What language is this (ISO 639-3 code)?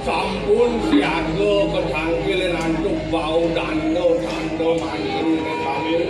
ban